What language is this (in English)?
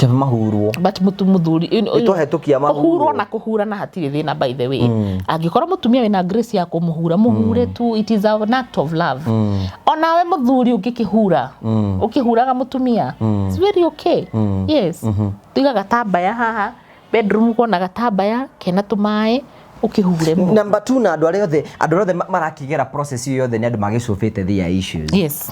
Kikuyu